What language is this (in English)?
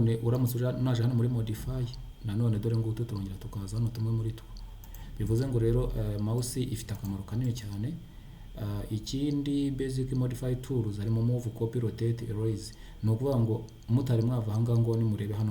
Kinyarwanda